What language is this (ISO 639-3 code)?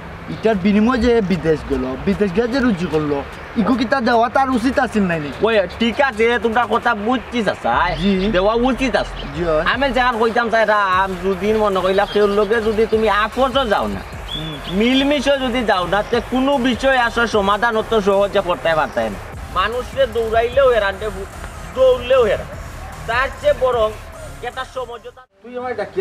syl